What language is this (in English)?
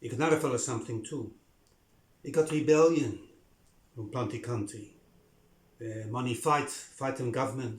Bislama